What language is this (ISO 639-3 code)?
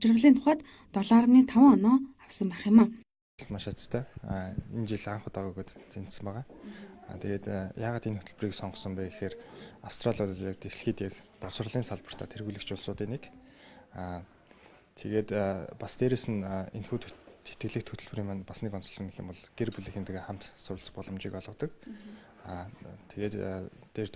mon